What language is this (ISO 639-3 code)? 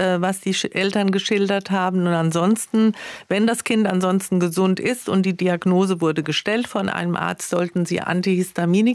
deu